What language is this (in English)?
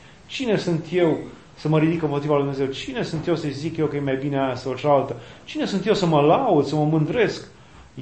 Romanian